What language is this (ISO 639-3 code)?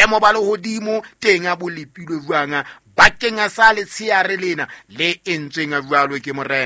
sot